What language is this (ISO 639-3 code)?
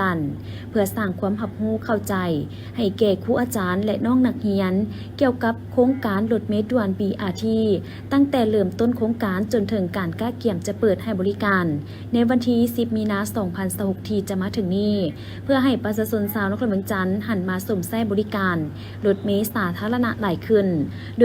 lao